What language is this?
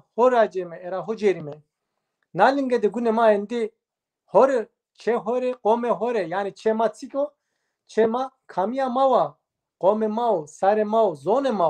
Zaza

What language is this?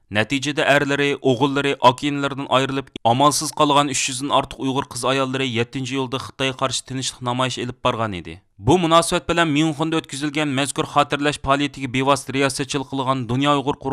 Uyghur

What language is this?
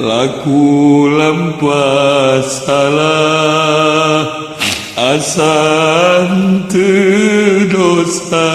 Sundanese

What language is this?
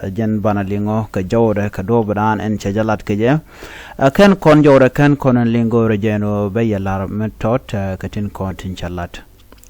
Nuer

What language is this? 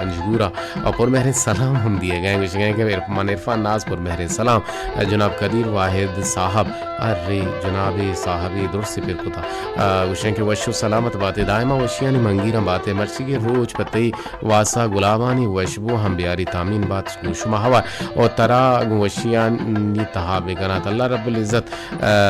Baluchi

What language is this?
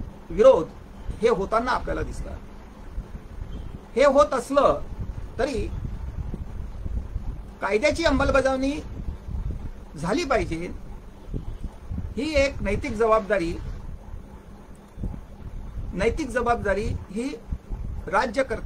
Marathi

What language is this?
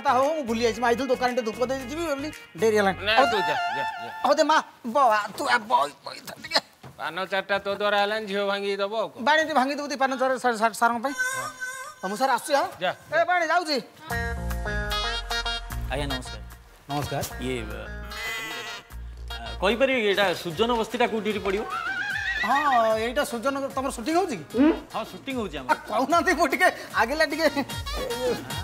Odia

